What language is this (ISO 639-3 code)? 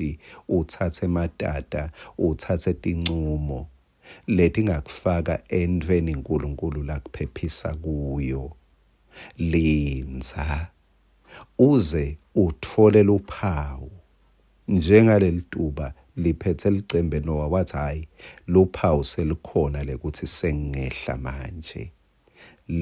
ssw